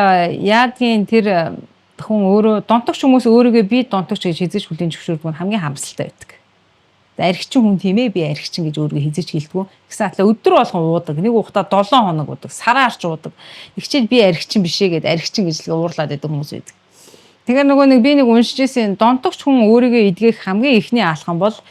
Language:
Mongolian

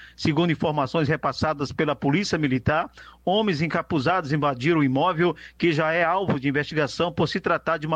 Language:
Portuguese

